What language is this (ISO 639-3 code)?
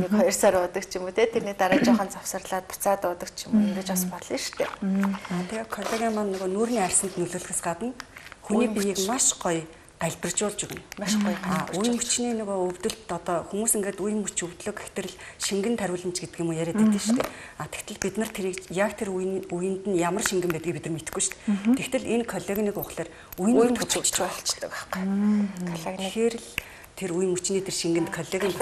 mon